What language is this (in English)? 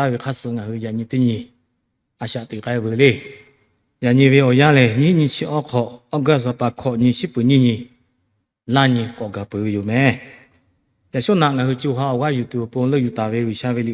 Lahu